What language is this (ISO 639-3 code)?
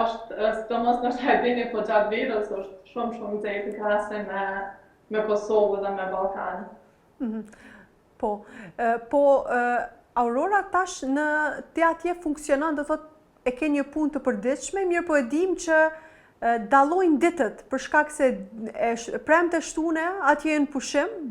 sqi